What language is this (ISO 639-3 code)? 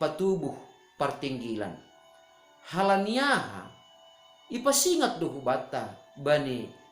bts